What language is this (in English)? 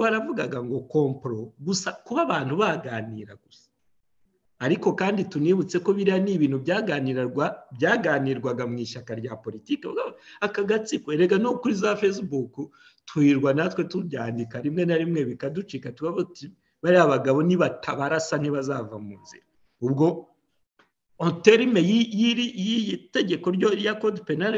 Kinyarwanda